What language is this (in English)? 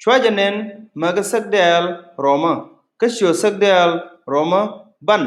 Nuer